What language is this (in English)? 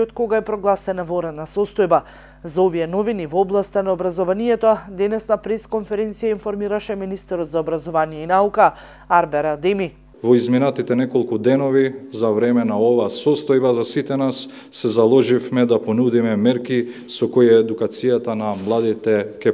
Macedonian